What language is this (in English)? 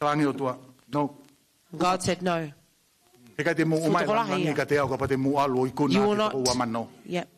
Tongan